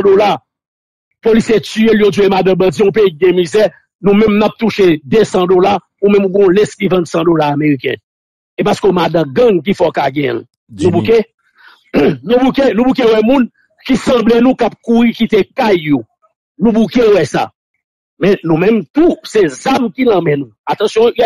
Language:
Haitian Creole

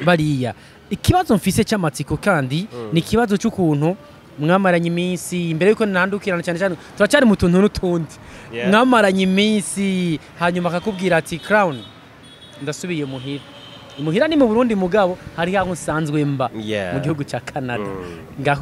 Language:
Rundi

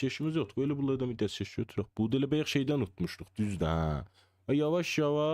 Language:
South Azerbaijani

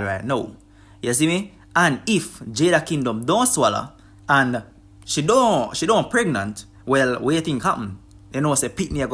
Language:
Jamaican Creole English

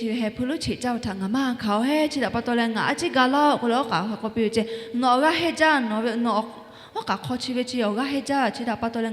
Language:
Lahu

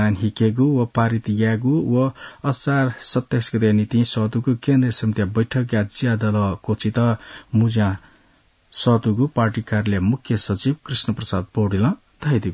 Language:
Newari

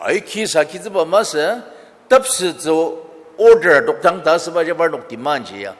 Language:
Ao Naga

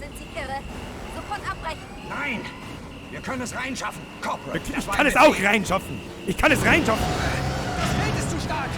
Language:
Bavarian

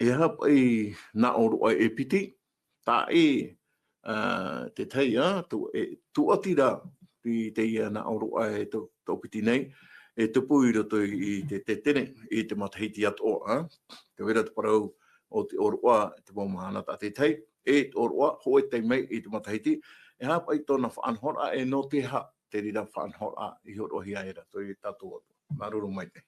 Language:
Tahitian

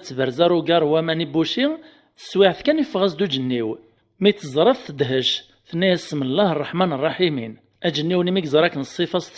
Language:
Kabyle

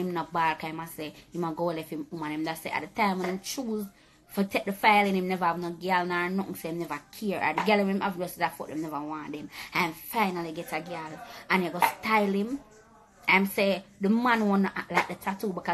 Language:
Jamaican Creole English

